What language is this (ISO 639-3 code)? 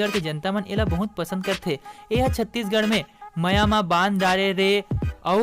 hne